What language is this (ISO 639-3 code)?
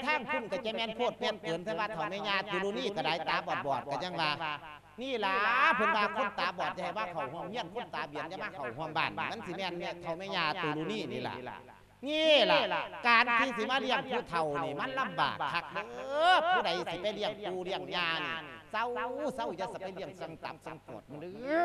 lao